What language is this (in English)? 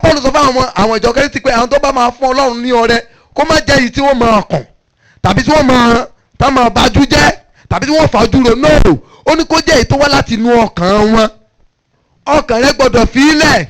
Yoruba